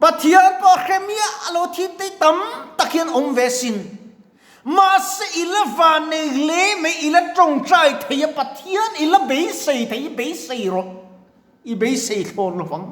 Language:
Mizo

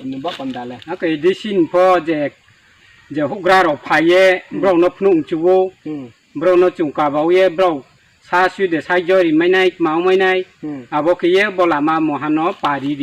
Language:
Riang (India)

